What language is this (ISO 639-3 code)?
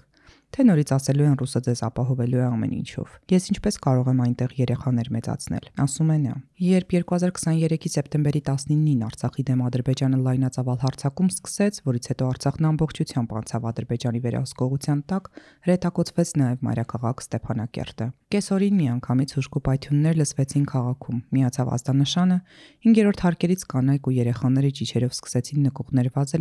hye